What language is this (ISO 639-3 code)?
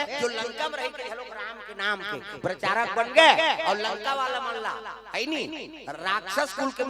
hne